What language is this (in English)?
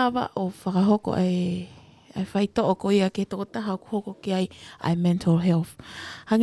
Tongan